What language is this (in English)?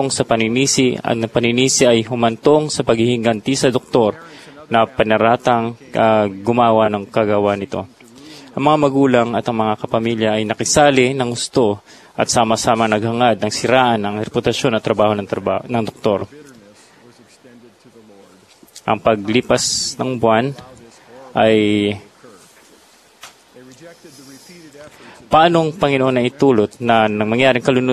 Filipino